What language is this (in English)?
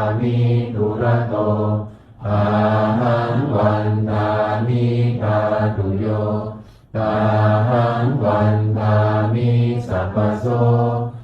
Pali